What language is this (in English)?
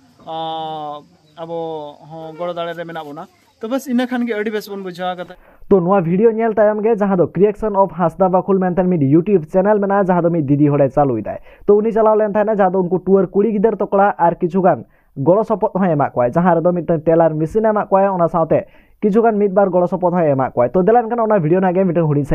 Santali